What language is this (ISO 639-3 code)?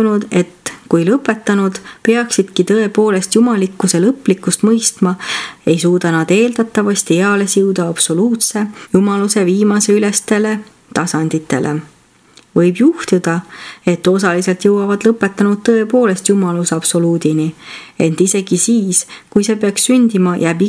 est